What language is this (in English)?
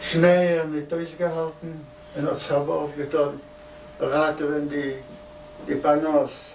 Yiddish